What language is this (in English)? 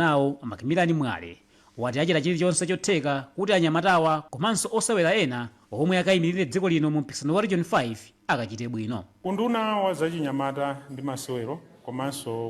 Nyanja